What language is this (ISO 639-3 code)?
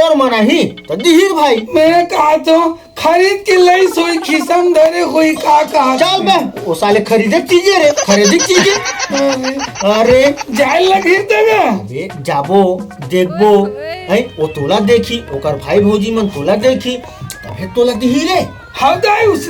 hne